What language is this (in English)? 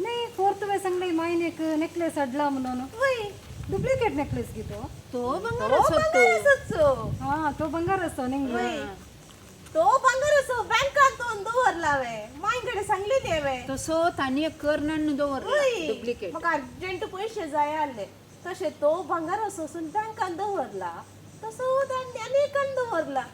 Konkani